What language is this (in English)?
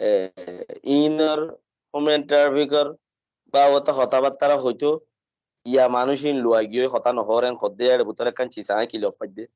Rohingya